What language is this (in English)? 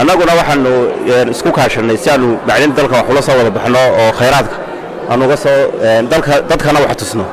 Somali